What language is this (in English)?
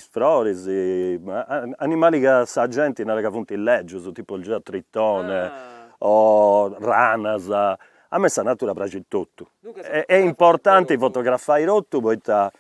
Sardinian